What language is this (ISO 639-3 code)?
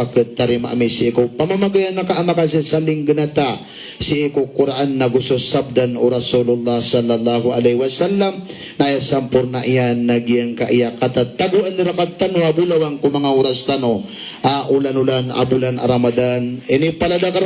mrw